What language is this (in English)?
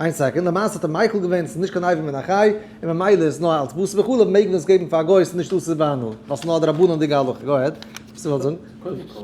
Yiddish